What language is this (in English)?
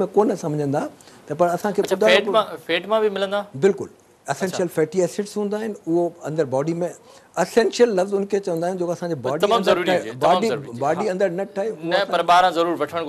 Sindhi